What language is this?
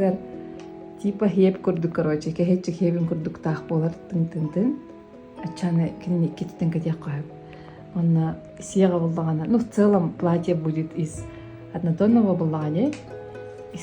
Yakut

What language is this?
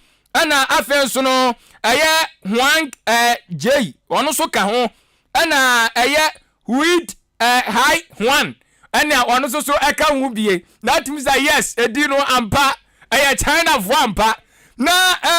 Akan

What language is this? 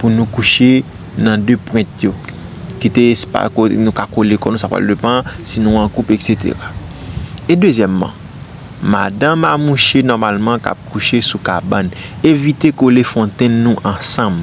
Haitian Creole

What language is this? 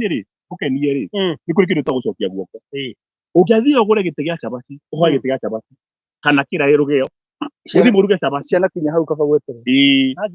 Kikuyu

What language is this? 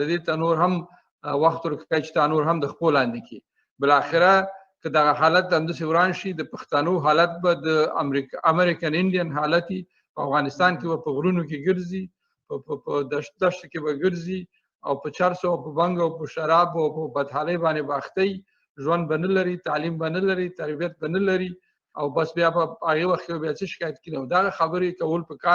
Pashto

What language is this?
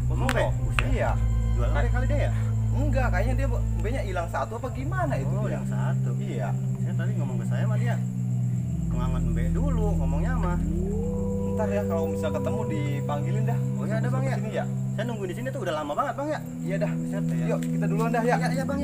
Betawi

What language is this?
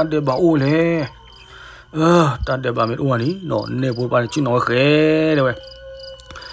S'gaw Karen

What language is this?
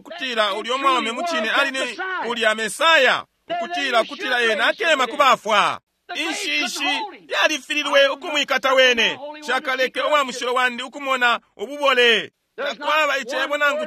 Bemba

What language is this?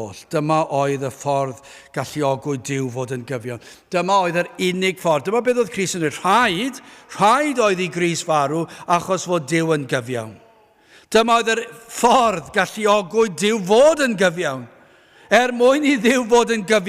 Welsh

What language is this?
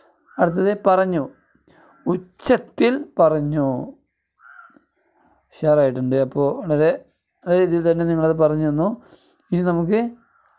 Malayalam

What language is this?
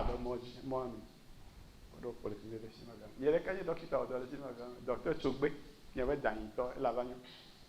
Ewe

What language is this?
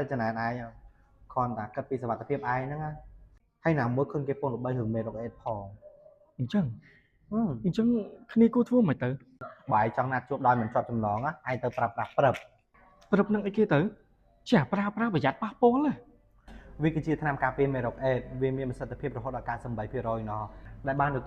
Khmer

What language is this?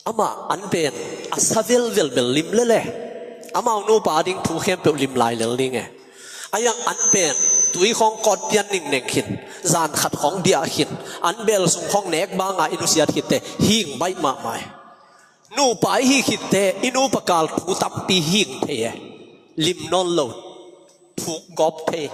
Tedim Chin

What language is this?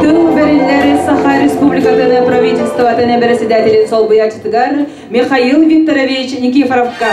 Yakut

